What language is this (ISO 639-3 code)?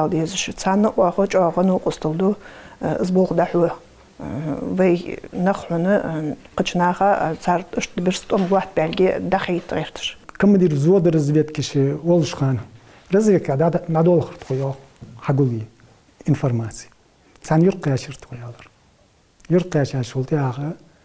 inh